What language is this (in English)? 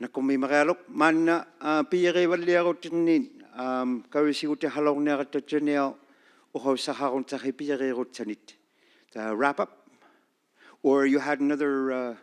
Inuktitut